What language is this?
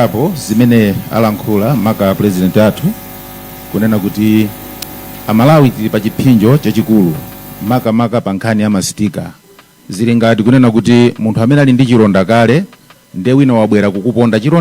Nyanja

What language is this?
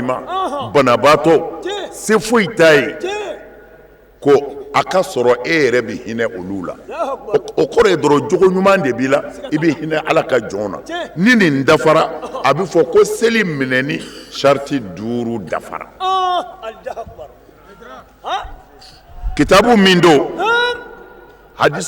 Bambara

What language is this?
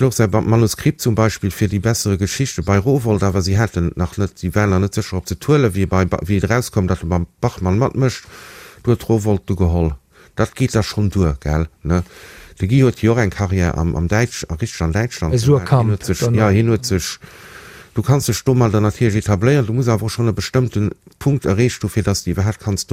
Luxembourgish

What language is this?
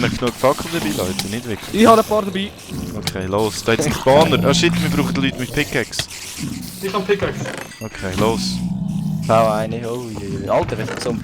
Swiss German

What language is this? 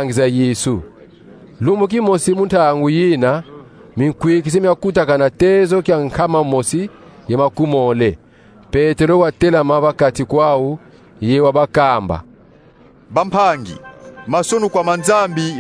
Kongo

